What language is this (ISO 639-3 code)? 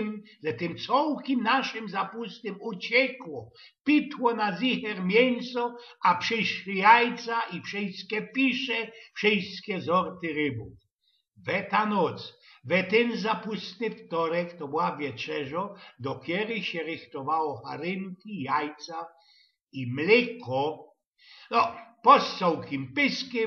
szl